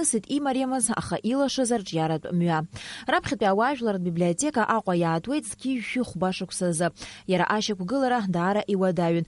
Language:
Abkhazian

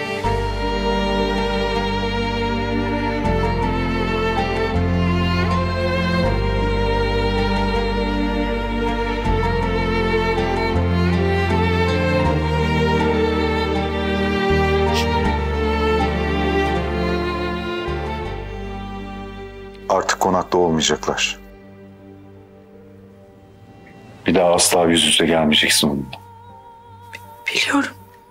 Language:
Turkish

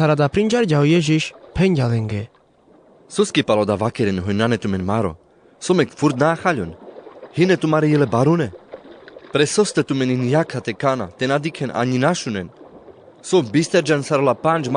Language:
Carpathian Romani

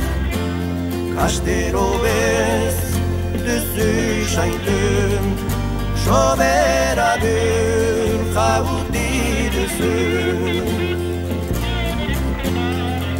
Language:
Basque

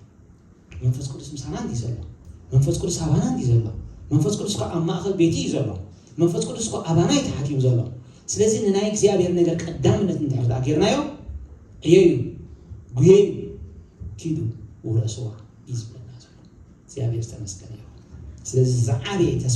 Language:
Tigrinya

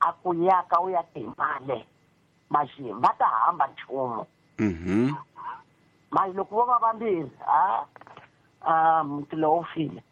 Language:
Tsonga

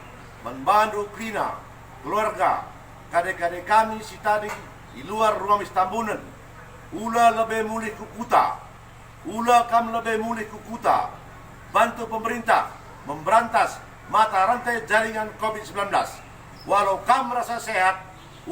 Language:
Batak Karo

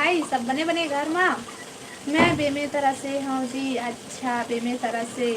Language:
Chhattisgarhi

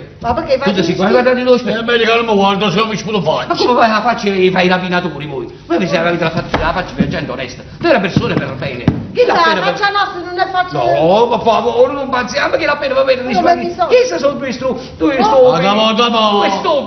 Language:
Neapolitan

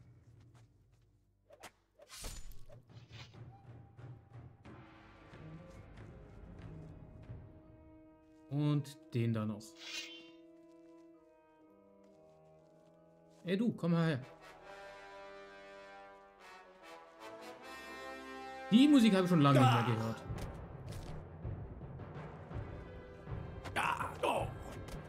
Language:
German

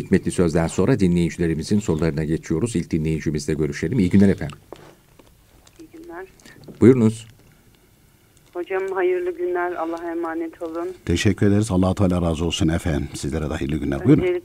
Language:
Turkish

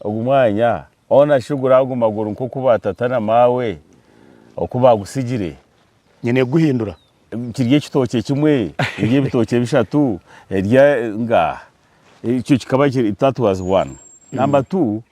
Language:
Nyankole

